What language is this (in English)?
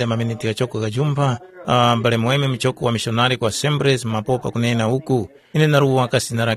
Tumbuka